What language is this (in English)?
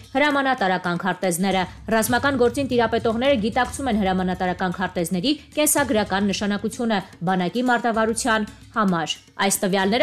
Armenian